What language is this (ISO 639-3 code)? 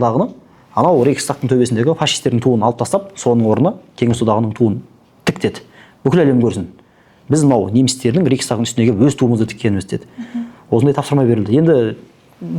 kaz